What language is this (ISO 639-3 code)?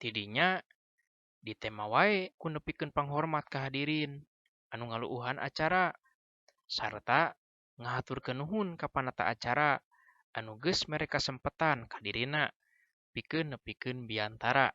sun